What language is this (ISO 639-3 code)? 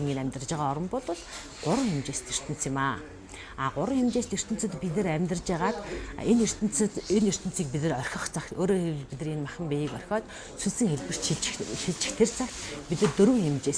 mon